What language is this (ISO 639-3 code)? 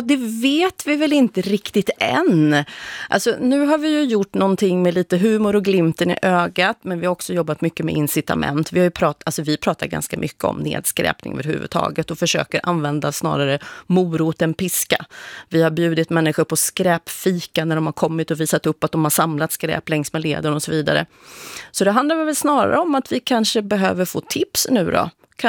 swe